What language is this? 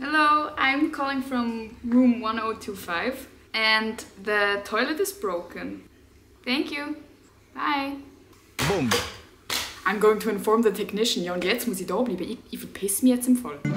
Swiss German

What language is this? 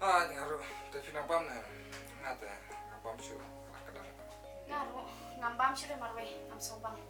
Khasi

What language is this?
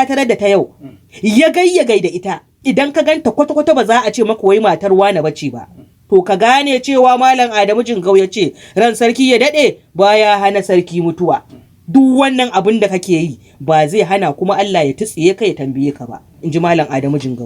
Hausa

